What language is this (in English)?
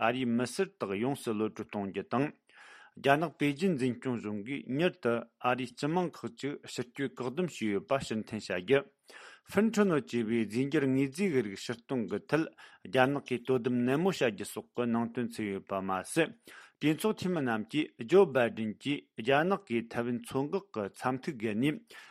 Tibetan